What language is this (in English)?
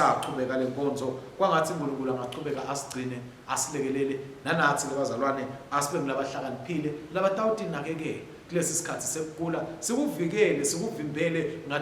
Swati